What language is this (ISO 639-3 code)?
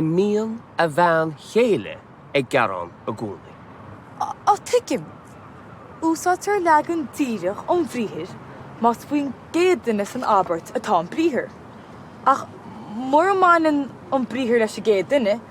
gle